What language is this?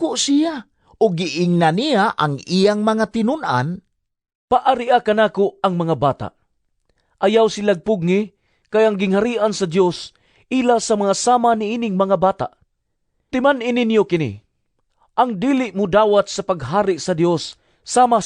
Cebuano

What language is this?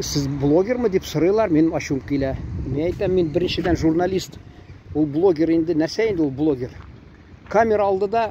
Tatar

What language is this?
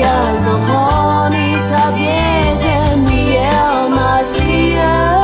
Akha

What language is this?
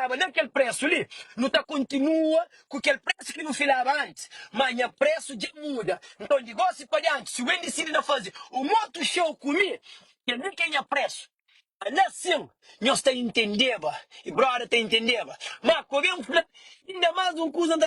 Kabuverdianu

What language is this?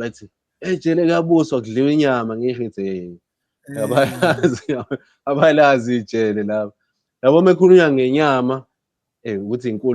Zulu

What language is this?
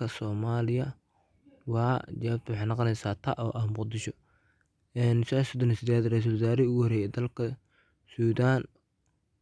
Somali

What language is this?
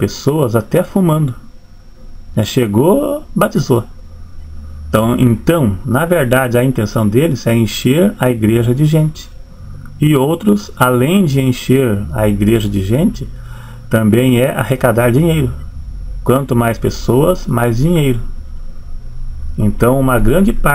Portuguese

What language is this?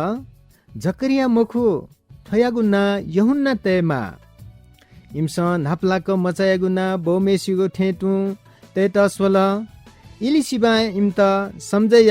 Newari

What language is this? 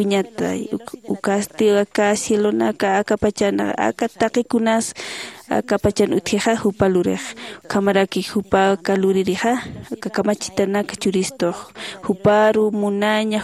Aymara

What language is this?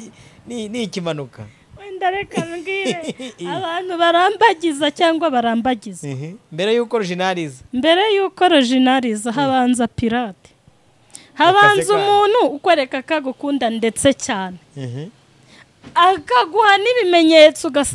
Kinyarwanda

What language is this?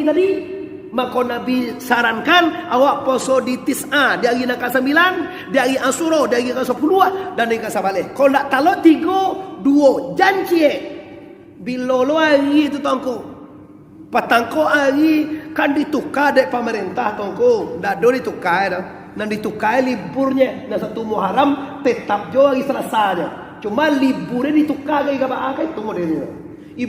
Minangkabau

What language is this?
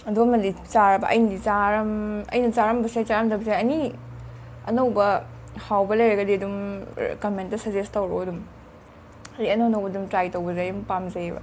Manipuri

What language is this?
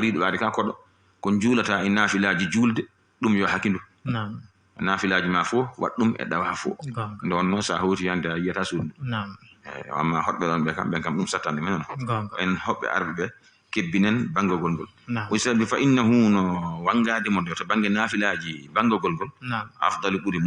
Fula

